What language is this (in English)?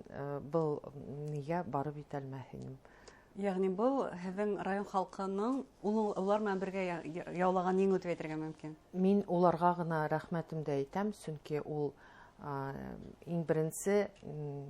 Bashkir